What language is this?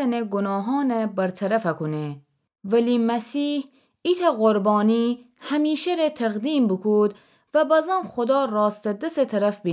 Gilaki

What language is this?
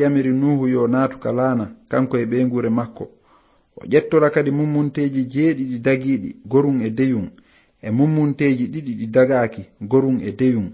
Fula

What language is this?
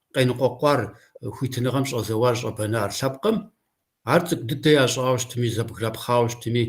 Kabardian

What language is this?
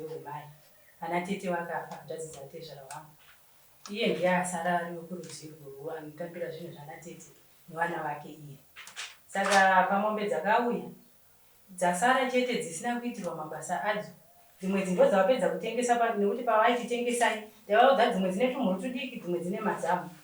Shona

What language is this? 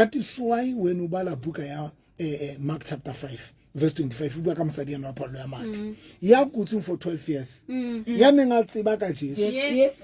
Southern Sotho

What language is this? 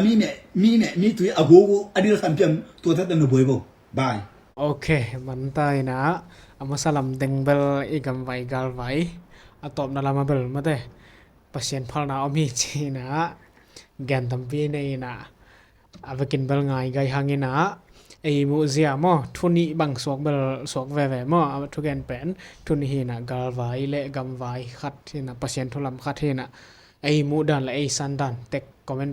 Tedim Chin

